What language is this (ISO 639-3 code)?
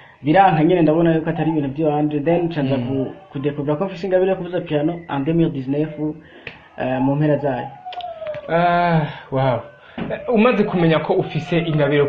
run